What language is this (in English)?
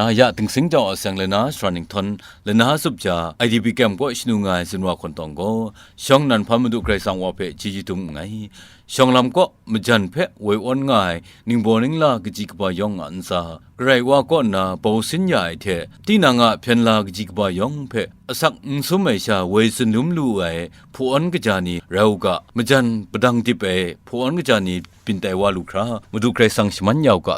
Kachin